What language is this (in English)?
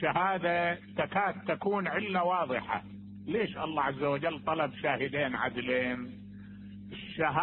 Mesopotamian Arabic